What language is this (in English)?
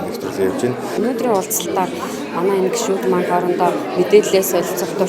Mongolian